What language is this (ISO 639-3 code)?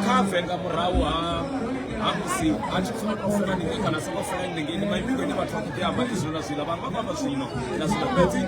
ven